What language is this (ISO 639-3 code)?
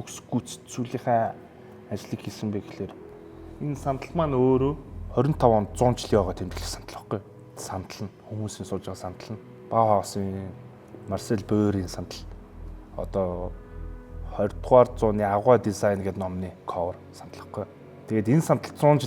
mon